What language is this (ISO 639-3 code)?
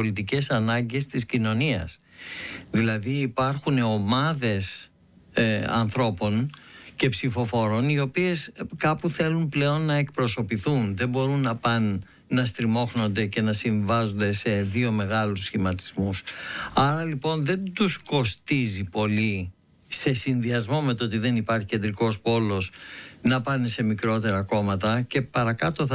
ell